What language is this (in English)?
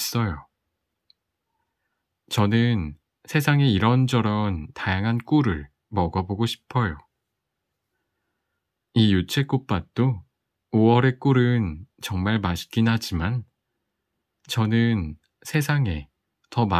Korean